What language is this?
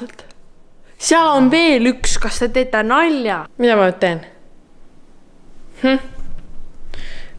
Estonian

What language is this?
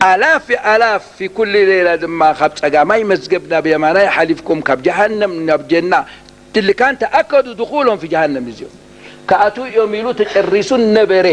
Tigrinya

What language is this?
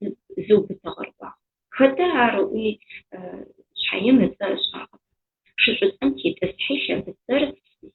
Adyghe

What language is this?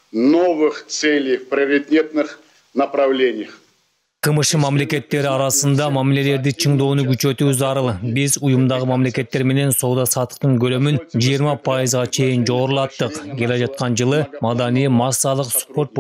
Kyrgyz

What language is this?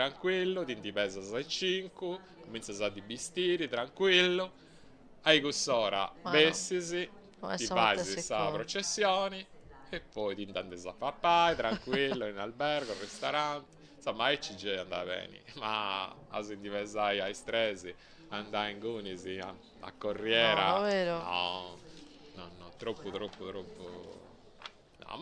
Sardinian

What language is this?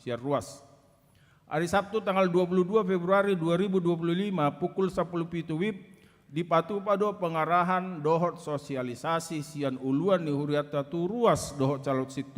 Batak Toba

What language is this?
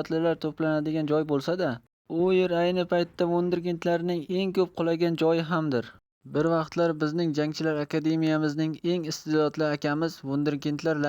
Uzbek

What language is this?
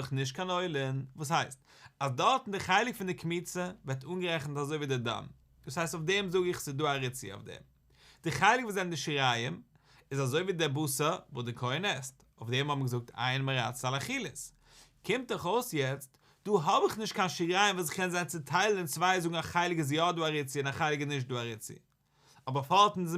Yiddish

